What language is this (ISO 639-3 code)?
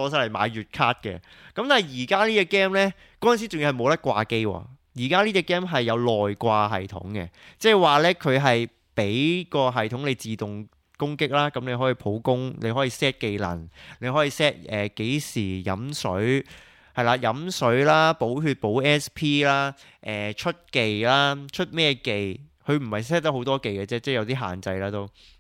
yue